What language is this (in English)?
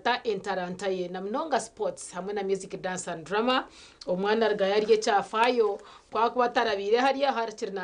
Nyankole